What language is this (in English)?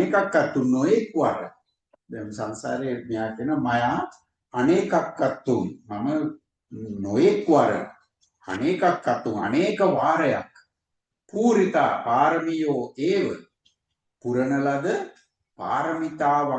Sinhala